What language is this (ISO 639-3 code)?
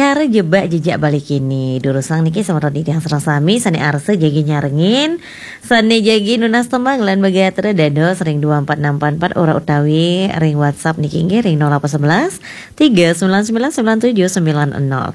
ban